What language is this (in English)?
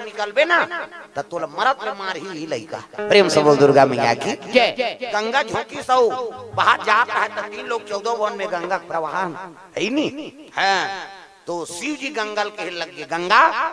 Chhattisgarhi